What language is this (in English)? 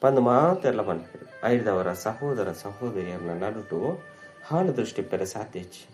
Tulu